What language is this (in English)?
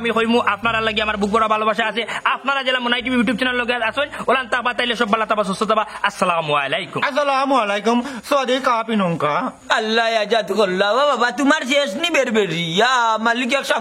Sylheti